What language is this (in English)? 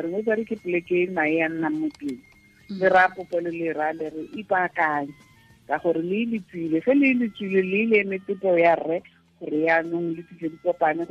Tswana